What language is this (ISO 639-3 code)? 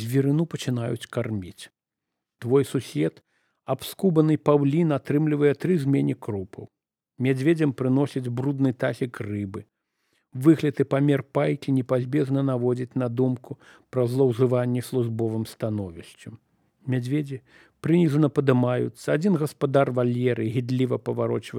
bel